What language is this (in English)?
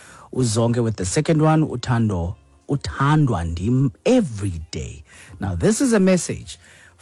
Xhosa